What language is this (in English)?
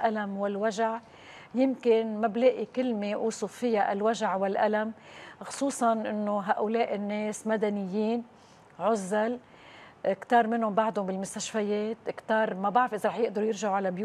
North Levantine Arabic